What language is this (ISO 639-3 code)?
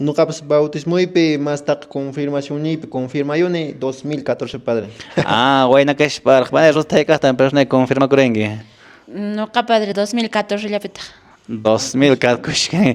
que